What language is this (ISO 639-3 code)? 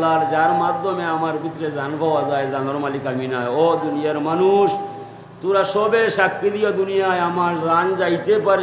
syl